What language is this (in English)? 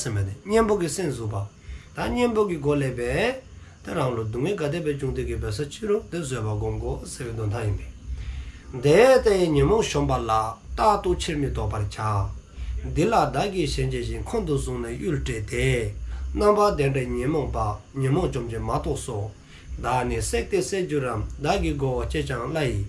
Dzongkha